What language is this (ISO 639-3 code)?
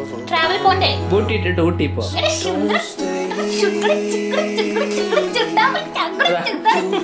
mal